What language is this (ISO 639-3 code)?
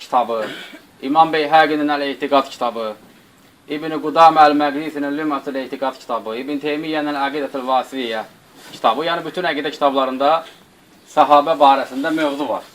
aze